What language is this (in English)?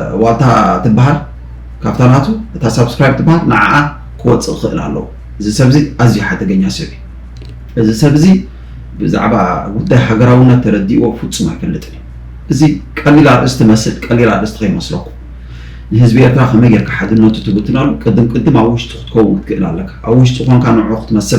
Tigrinya